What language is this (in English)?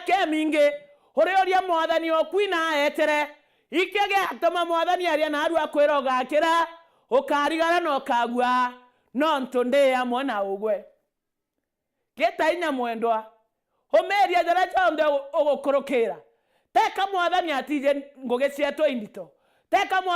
Meru